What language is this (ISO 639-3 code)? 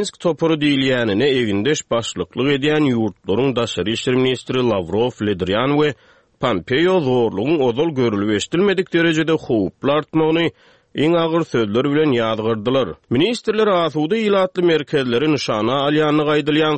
tuk